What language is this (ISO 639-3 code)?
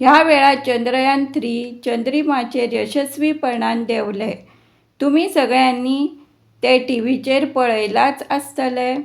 kok